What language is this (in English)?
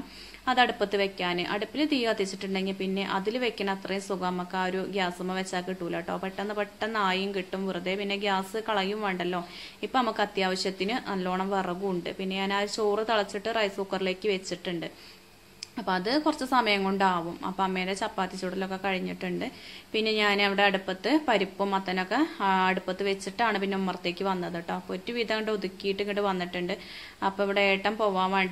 Malayalam